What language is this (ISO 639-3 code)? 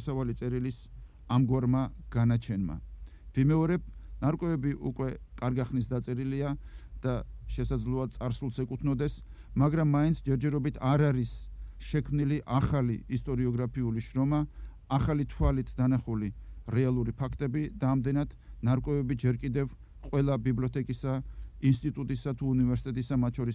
kat